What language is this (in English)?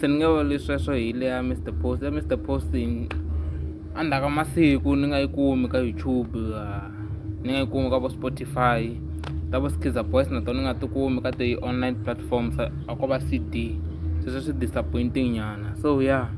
Tsonga